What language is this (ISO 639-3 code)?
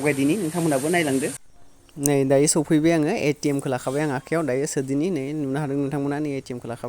brx